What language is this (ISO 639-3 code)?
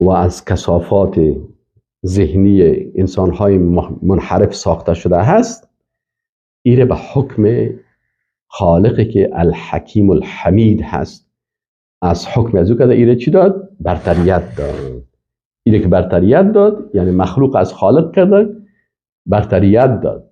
fas